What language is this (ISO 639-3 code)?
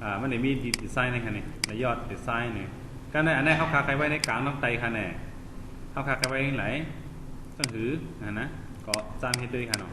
shn